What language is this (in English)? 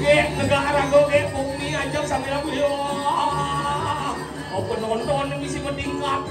Balinese